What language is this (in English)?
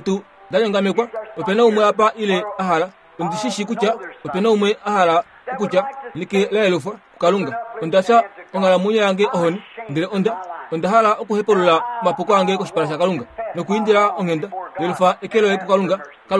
Kuanyama